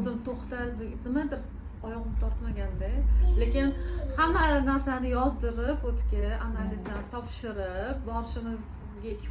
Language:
Uzbek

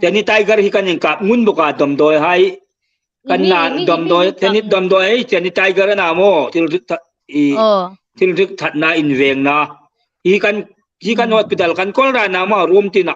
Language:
Hmar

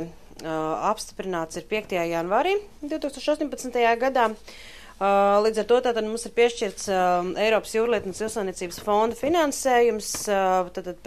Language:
Latvian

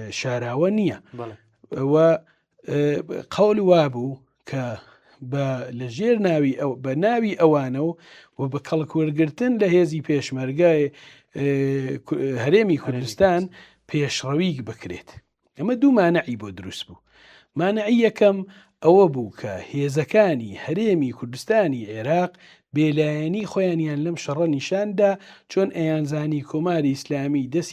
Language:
Central Kurdish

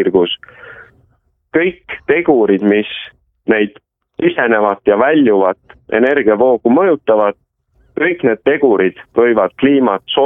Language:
Estonian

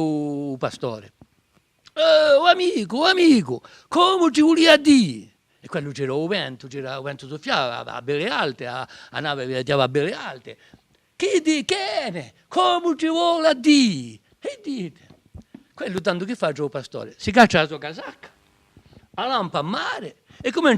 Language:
Corsican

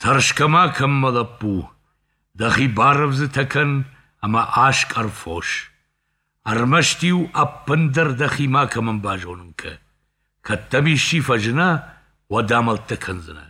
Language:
Ossetic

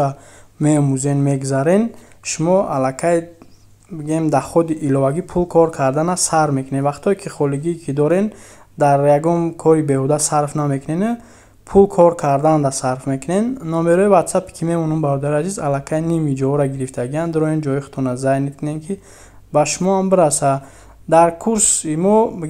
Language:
Tajik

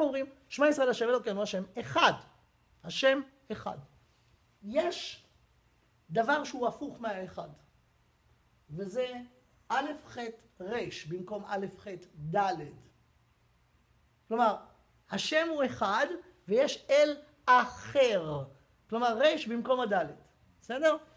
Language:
Hebrew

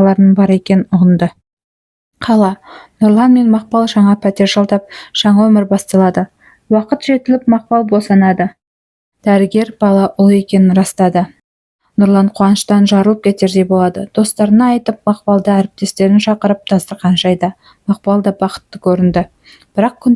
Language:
Kazakh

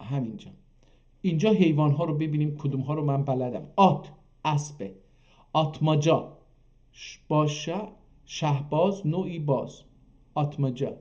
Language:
South Azerbaijani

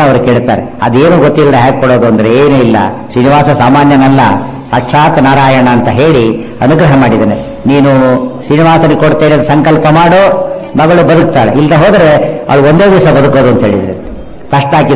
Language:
Kannada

